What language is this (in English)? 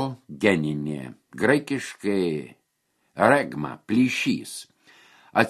Lithuanian